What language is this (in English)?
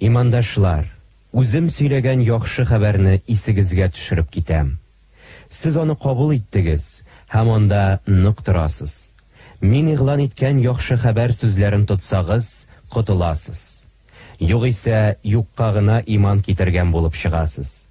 Tatar